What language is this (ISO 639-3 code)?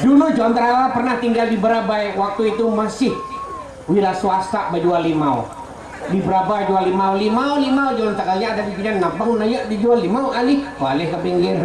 bjn